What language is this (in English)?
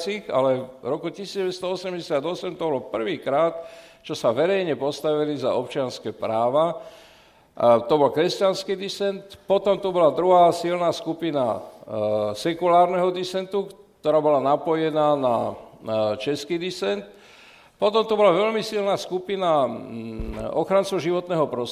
Slovak